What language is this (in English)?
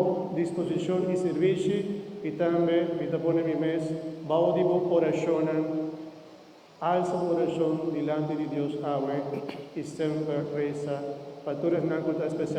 Papiamento